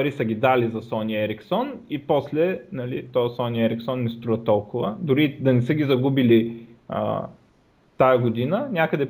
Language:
Bulgarian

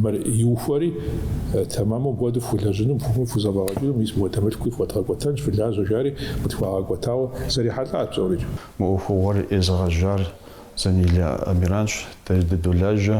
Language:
Kabardian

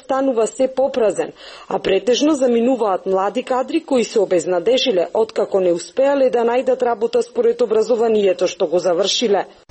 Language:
Macedonian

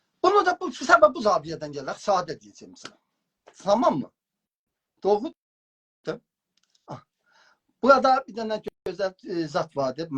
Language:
South Azerbaijani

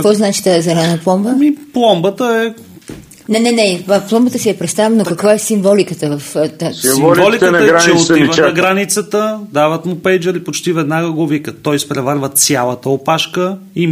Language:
Bulgarian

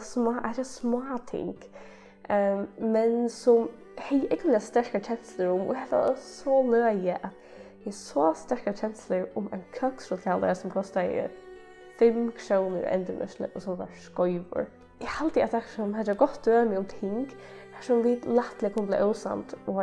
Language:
Faroese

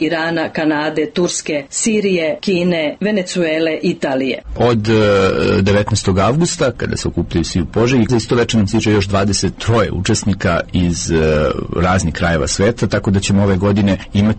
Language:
Serbian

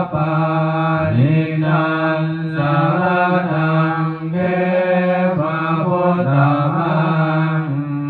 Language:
Pali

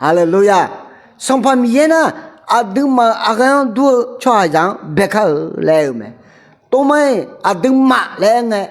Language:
Akha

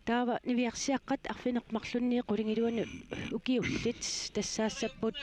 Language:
Kalaallisut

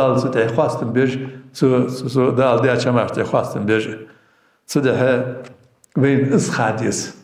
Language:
Ingush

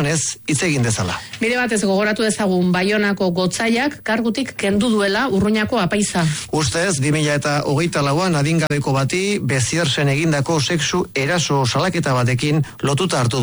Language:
Basque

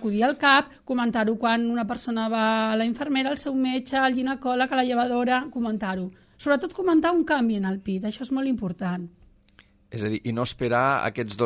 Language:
Catalan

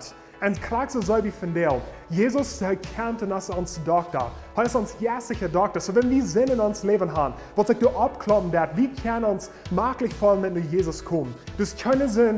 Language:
Plautdietsch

